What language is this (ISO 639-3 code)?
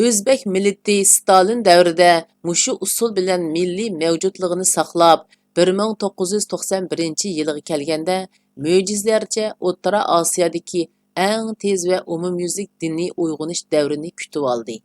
uig